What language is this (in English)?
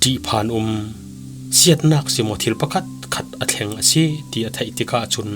Falam Chin